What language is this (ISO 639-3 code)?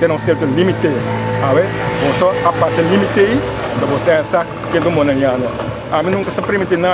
pap